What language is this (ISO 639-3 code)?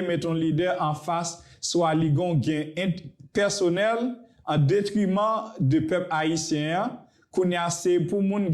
hat